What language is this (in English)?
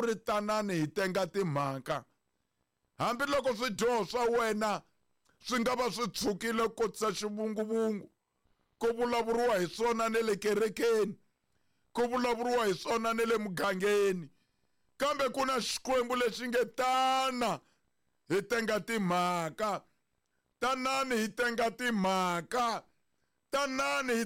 Tsonga